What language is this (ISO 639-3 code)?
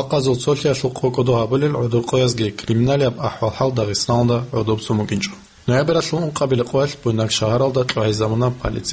ava